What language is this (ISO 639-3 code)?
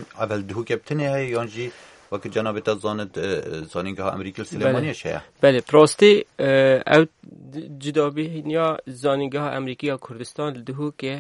kur